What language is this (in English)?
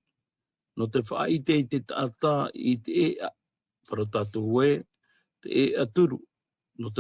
Tahitian